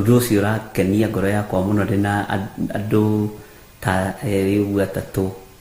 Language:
Kikuyu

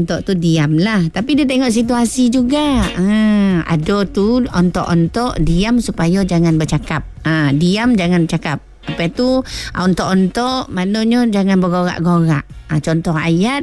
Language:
Malay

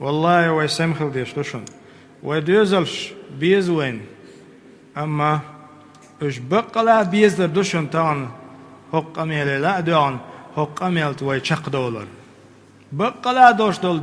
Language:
Chechen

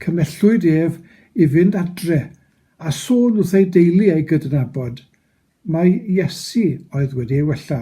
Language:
Welsh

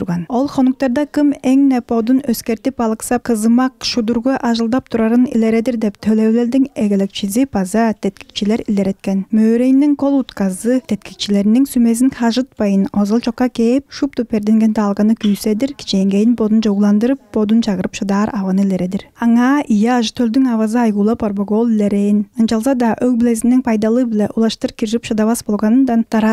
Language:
Tuvinian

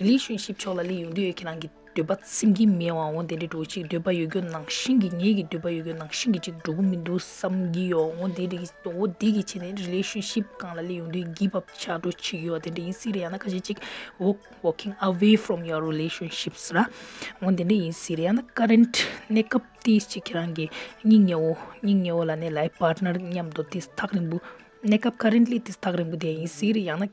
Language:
Tibetan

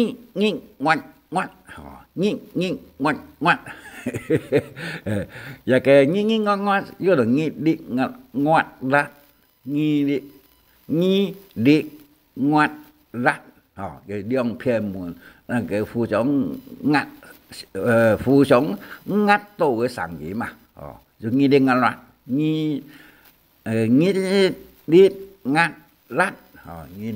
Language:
Hakka Chinese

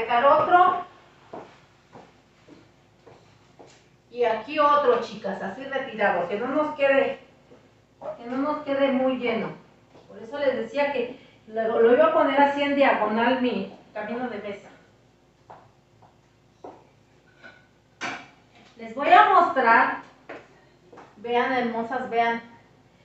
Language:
Spanish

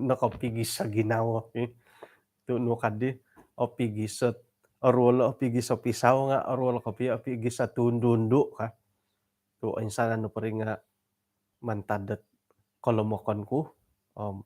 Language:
Central Dusun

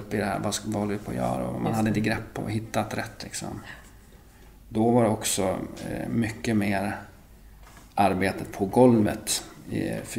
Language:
Swedish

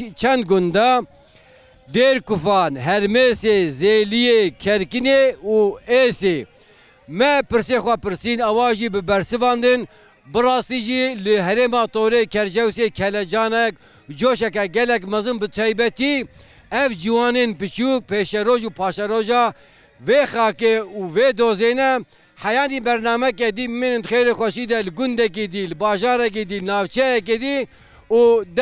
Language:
Kurdish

